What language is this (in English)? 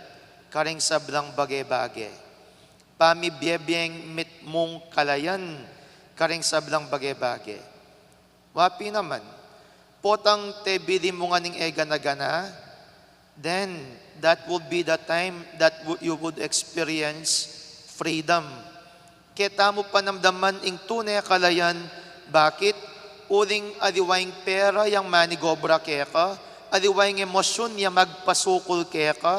Pampanga